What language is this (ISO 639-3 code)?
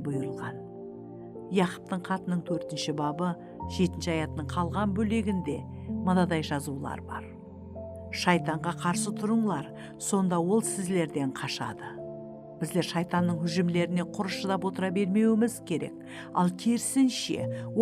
kaa